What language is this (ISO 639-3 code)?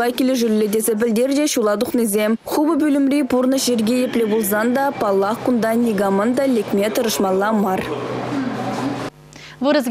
chv